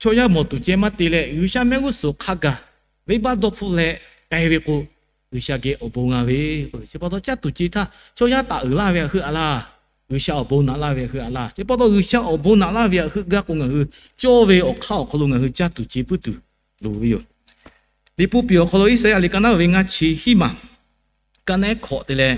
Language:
Lahu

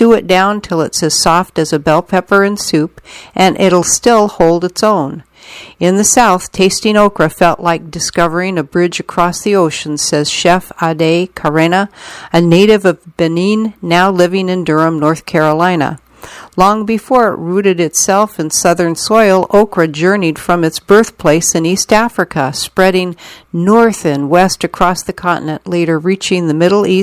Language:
English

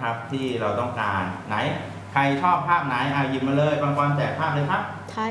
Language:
Thai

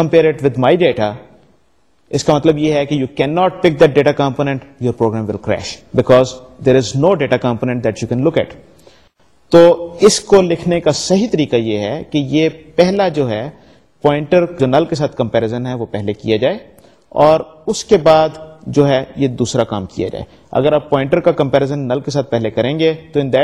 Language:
Urdu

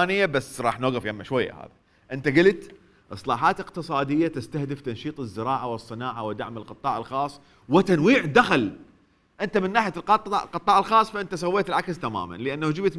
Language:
Mesopotamian Arabic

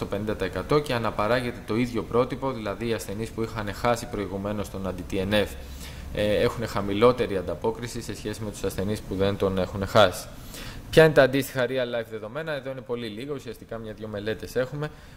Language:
Greek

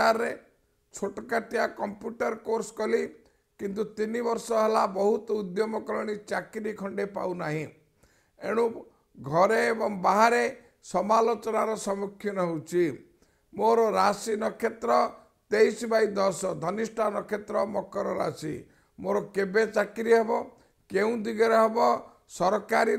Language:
Odia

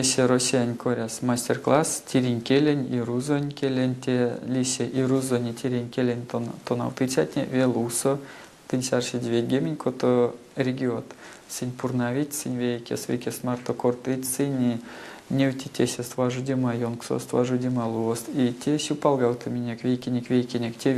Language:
Erzya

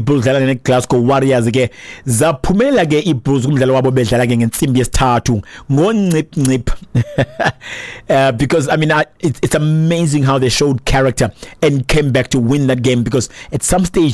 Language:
Xhosa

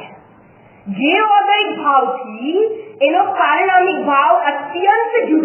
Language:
Gujarati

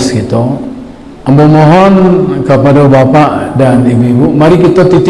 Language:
Minangkabau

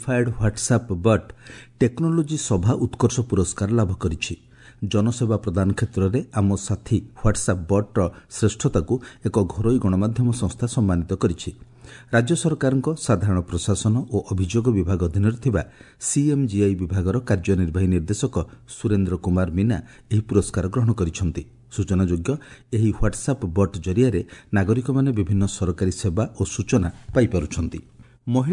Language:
Odia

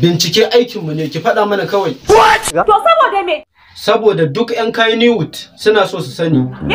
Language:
Hausa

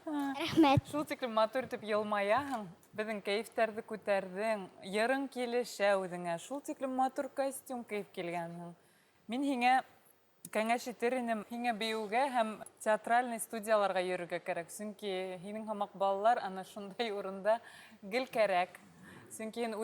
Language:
Bashkir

